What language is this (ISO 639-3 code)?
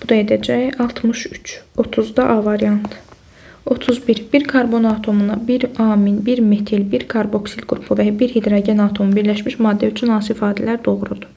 aze